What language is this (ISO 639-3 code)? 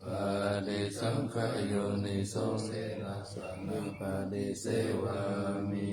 pli